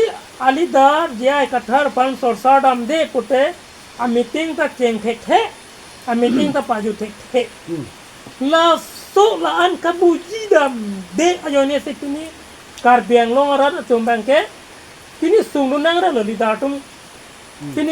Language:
Karbi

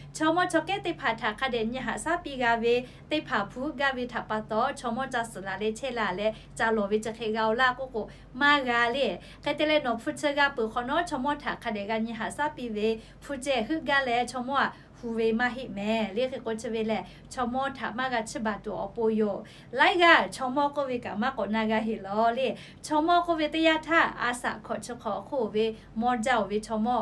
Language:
Lahu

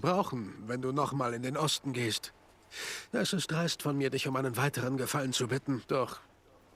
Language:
Bavarian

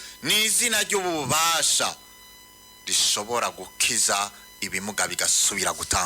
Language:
Rundi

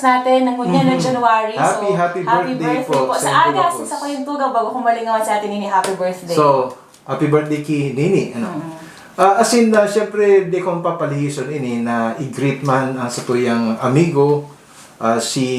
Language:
Bikol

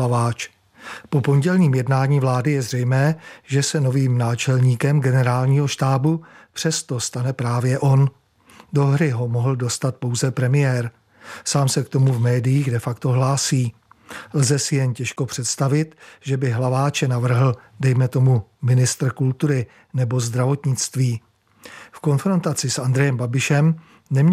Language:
Czech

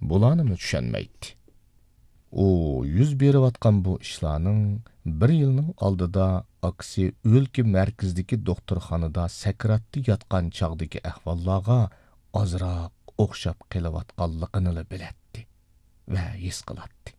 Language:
Uyghur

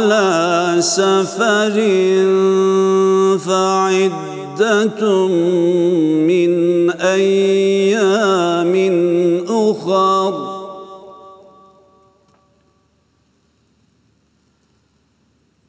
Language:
Kurdish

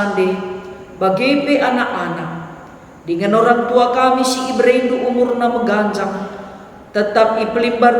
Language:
Batak Karo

